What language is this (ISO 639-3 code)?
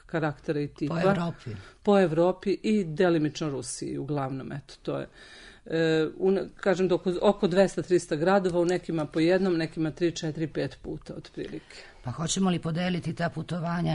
srp